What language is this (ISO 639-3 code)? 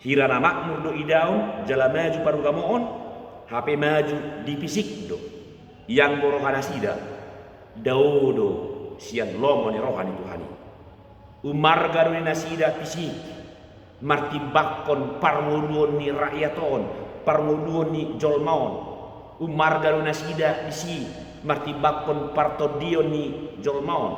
bbc